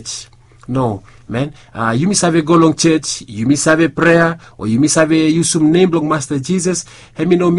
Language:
Bislama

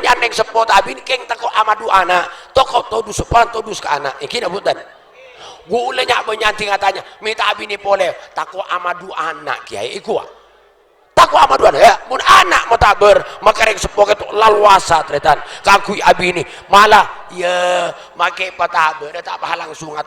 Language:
Madurese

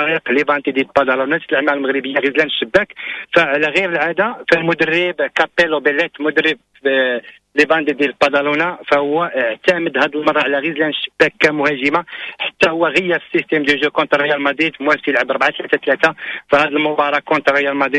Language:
Moroccan Arabic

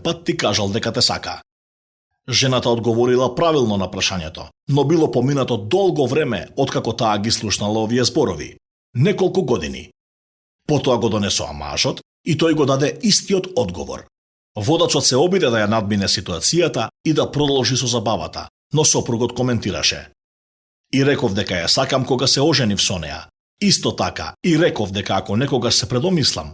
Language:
Macedonian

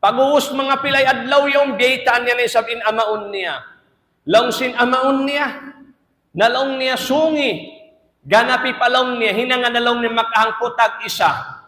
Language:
Tausug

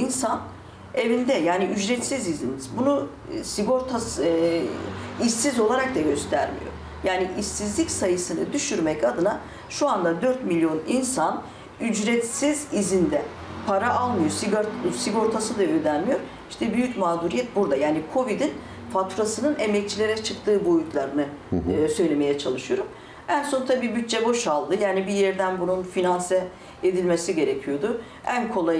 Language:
Turkish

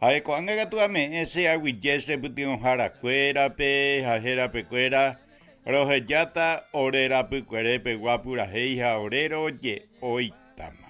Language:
Guarani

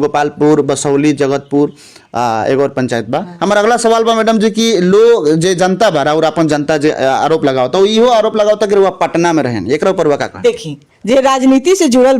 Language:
Bhojpuri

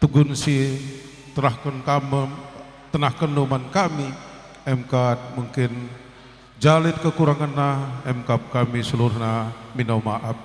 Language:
Batak Karo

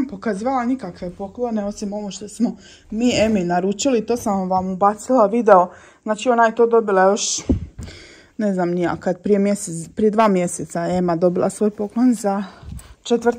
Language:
Croatian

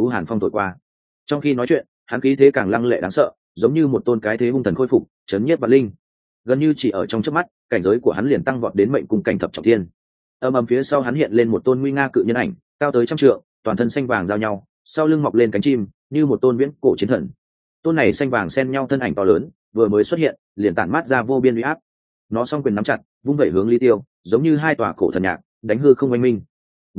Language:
Vietnamese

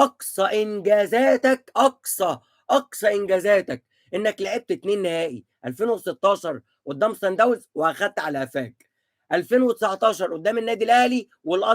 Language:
Egyptian Arabic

